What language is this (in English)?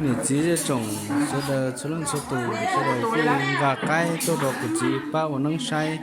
Hmong